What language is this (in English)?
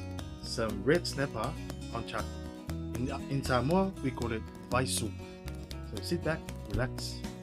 Samoan